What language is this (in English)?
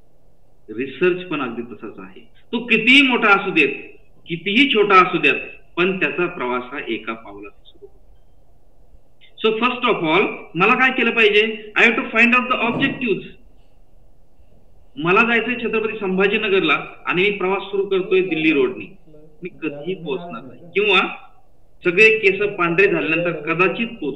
Marathi